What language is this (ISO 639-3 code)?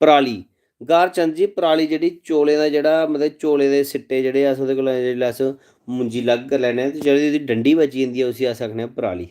doi